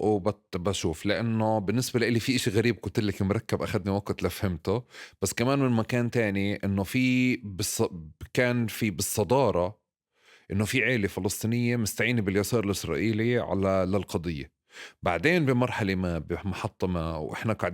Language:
North Levantine Arabic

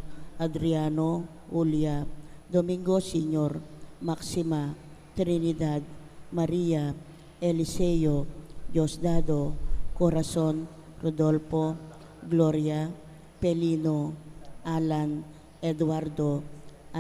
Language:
Pampanga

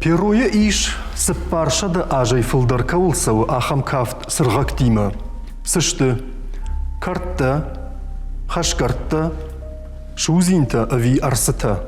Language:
Ossetic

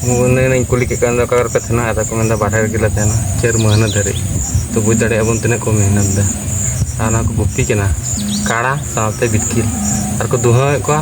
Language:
Santali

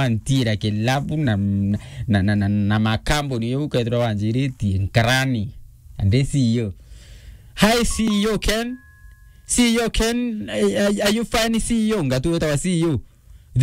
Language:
Meru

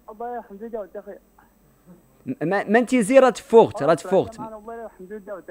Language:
Moroccan Arabic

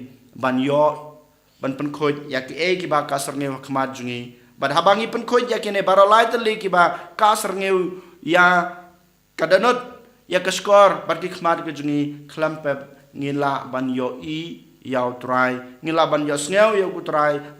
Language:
Khasi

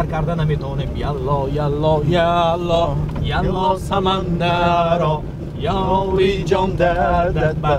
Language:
Tajik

